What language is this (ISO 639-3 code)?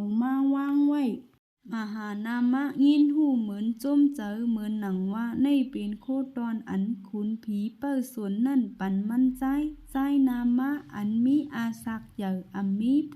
shn